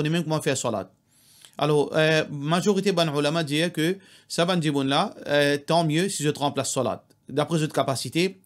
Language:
Morisyen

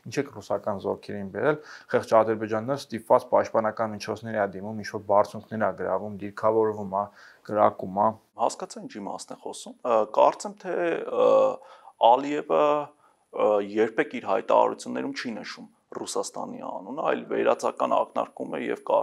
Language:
Armenian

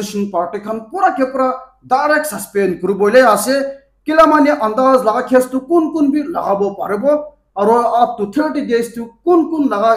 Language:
Naga Pidgin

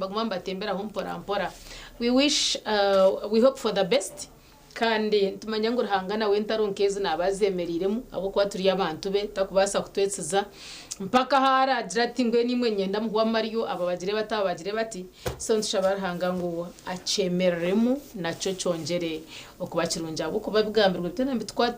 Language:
Nyankole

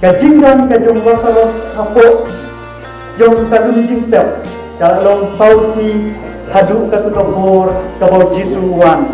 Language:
Khasi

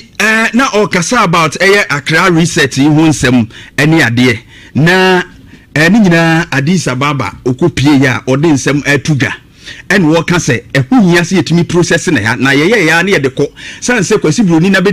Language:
Akan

